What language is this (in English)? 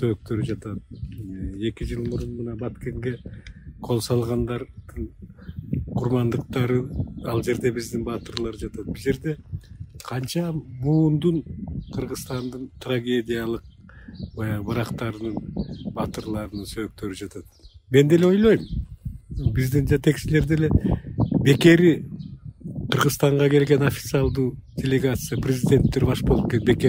Kyrgyz